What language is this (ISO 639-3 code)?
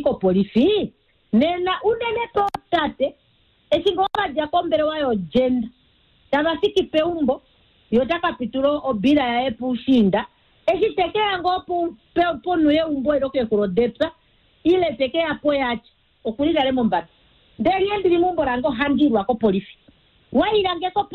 kua